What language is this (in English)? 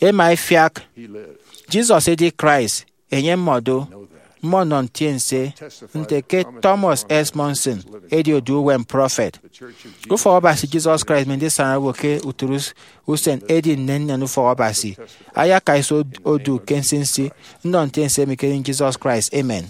Efik